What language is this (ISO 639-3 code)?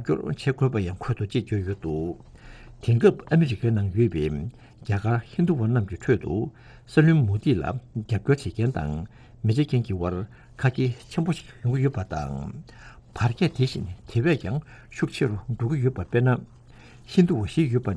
bod